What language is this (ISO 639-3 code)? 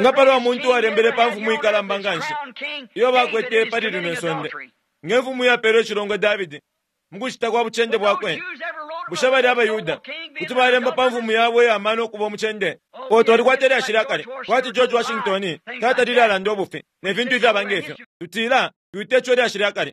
bem